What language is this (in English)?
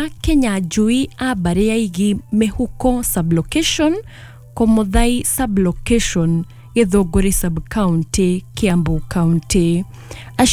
Kikuyu